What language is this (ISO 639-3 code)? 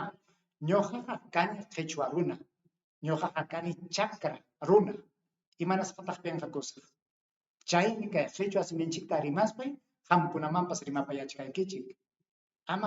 quy